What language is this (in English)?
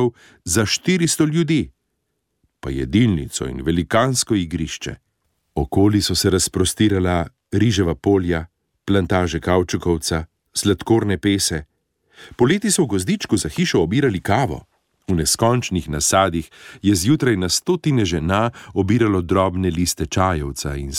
Slovenian